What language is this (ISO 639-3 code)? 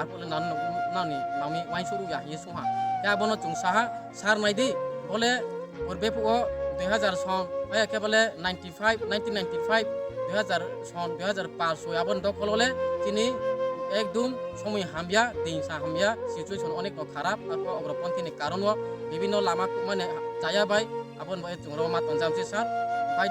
ria